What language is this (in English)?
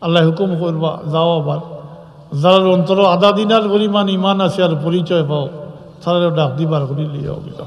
Sylheti